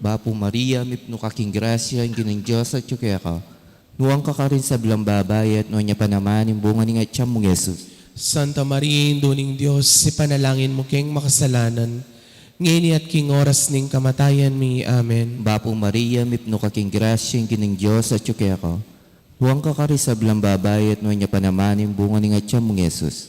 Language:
Pampanga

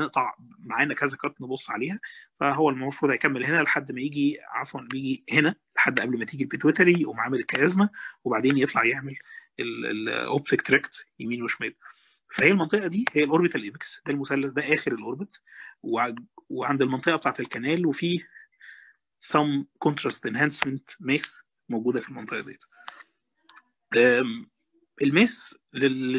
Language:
Egyptian Arabic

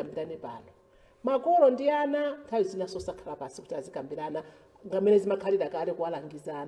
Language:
Nyanja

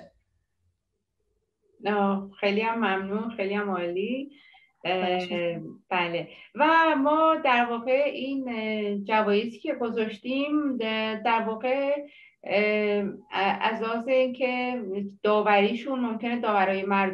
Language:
Persian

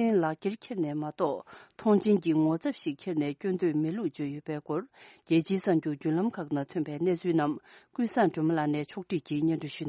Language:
Tibetan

